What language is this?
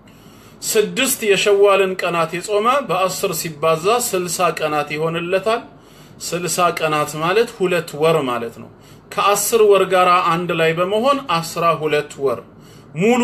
Amharic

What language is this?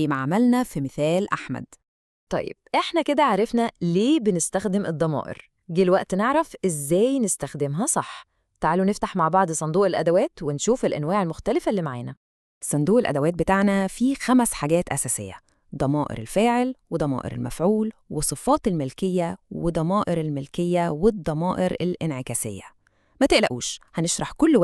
Egyptian Arabic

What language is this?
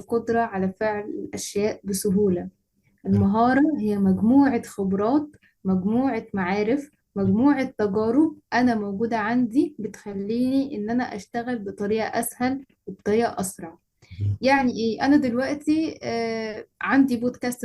Egyptian Arabic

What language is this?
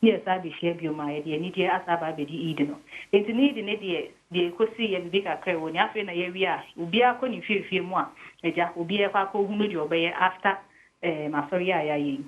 Akan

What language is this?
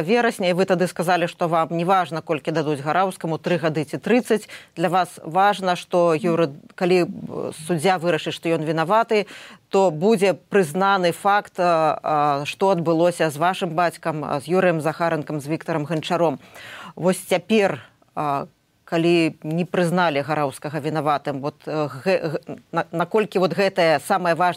Belarusian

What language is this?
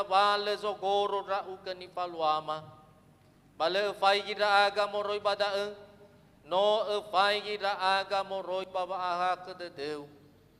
Nias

